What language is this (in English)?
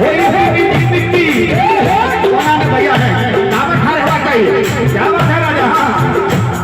Maithili